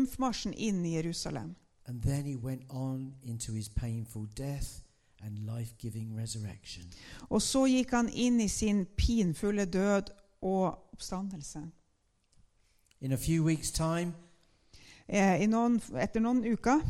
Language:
Norwegian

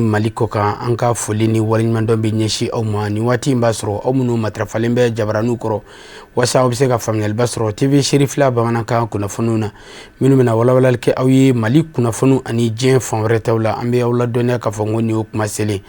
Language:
Bambara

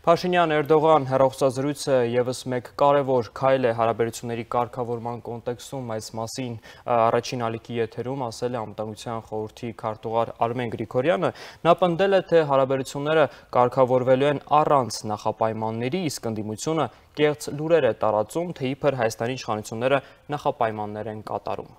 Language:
Armenian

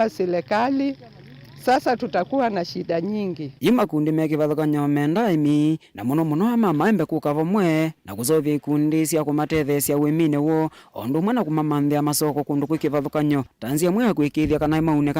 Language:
Kamba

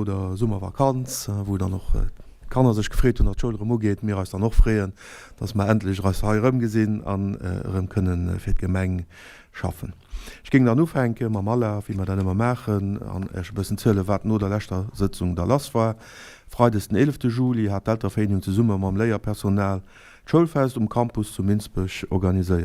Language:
Luxembourgish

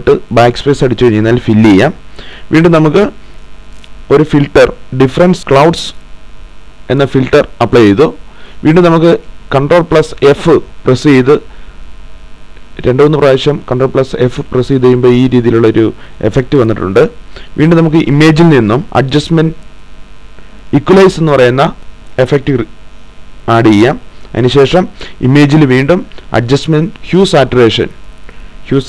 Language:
Malayalam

